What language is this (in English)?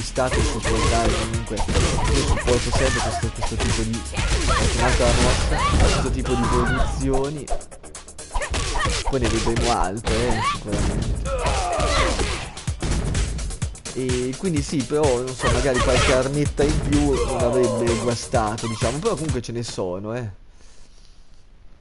Italian